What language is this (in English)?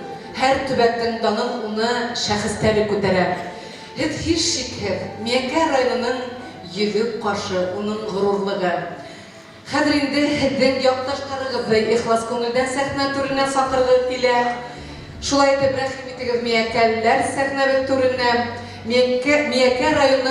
Bashkir